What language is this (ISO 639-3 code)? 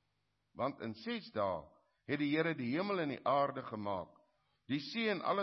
afr